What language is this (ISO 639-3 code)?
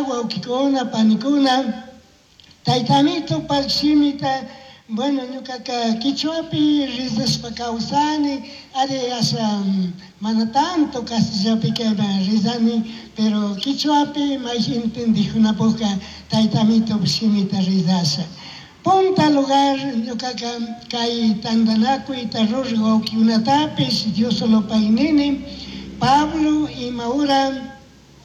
qug